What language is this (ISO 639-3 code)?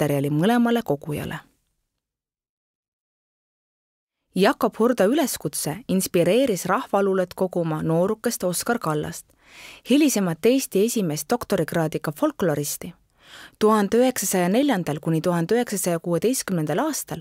est